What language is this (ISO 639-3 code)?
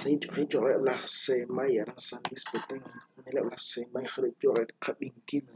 kek